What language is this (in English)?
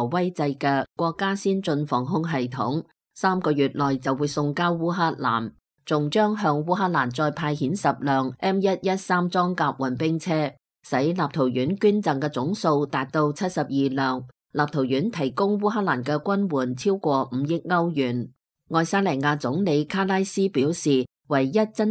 Cantonese